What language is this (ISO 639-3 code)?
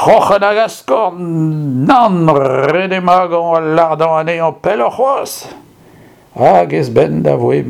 bre